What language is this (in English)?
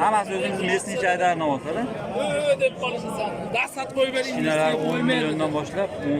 Uzbek